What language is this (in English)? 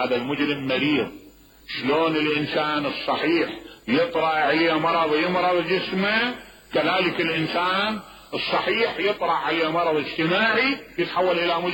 Mesopotamian Arabic